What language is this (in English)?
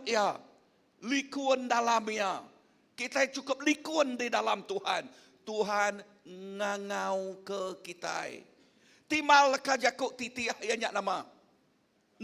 Iban